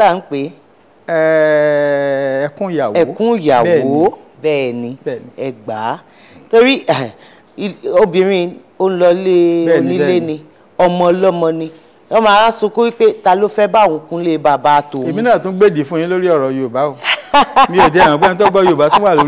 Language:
Yoruba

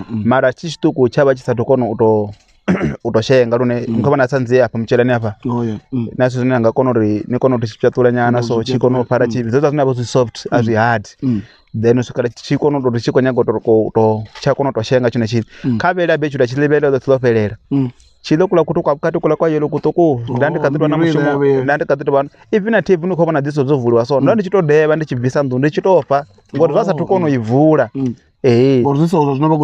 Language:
Venda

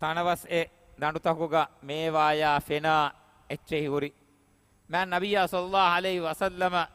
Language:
Divehi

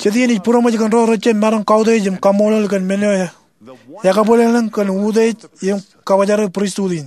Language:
Marshallese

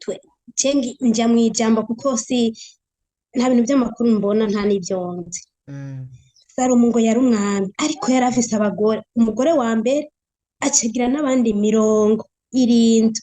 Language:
Rundi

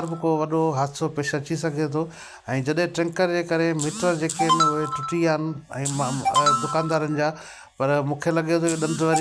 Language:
Sindhi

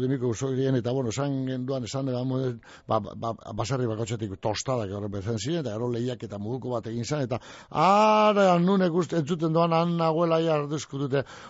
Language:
Basque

